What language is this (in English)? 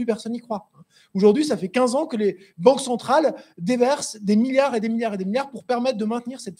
French